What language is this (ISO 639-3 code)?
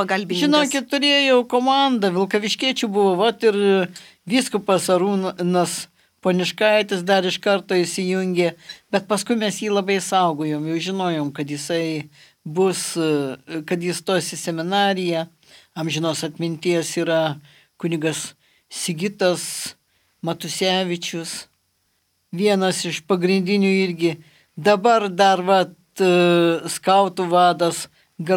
lit